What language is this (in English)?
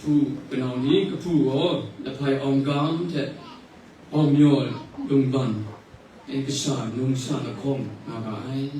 Kachin